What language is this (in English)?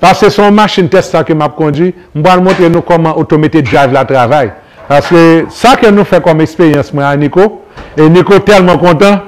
Haitian Creole